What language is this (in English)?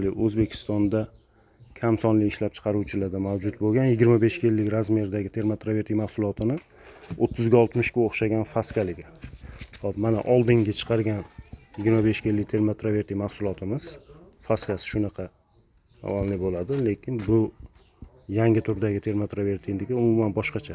Uzbek